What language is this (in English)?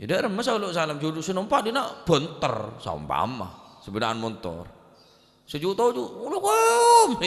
Madurese